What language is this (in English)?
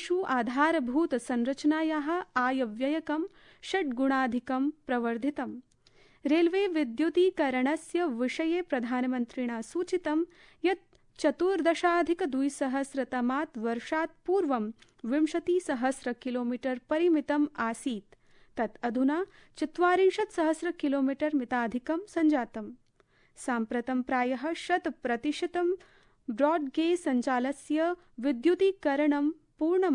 Sanskrit